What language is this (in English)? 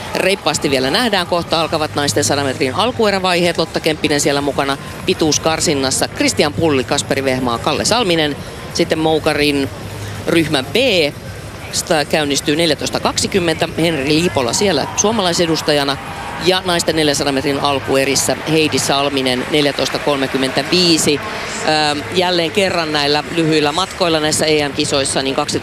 Finnish